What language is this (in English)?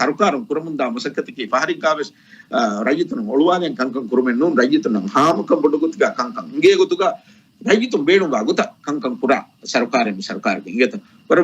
Divehi